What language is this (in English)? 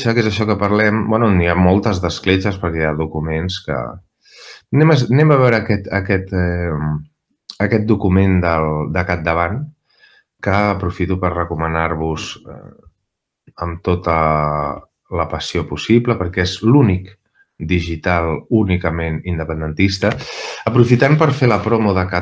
Catalan